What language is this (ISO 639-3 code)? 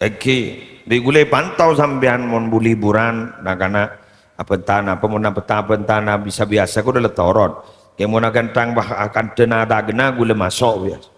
mad